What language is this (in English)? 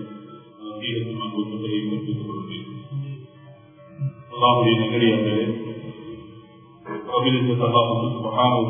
Tamil